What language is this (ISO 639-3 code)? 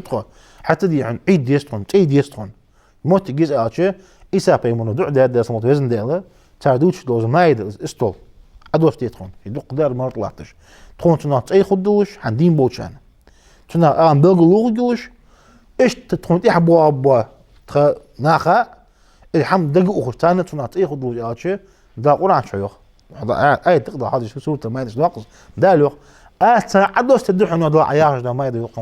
inh